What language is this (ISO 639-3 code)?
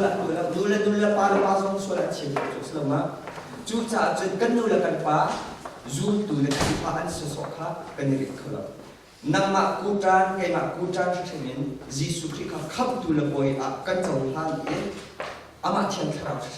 cnh